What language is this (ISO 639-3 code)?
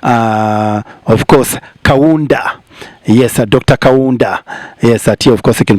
ach